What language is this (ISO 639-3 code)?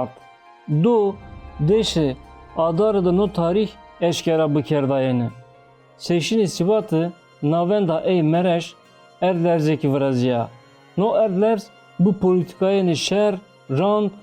zza